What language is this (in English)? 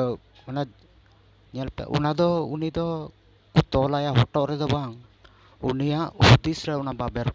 Santali